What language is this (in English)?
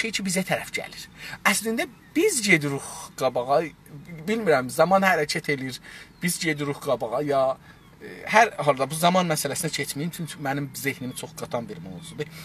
South Azerbaijani